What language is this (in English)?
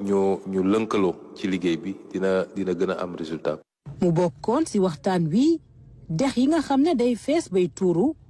Wolof